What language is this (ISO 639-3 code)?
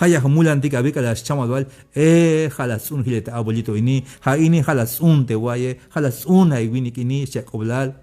tzh